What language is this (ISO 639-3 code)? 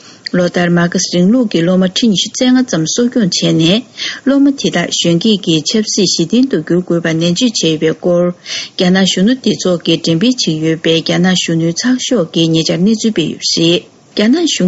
bod